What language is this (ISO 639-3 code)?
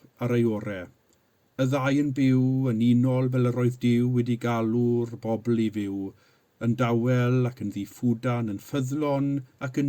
cym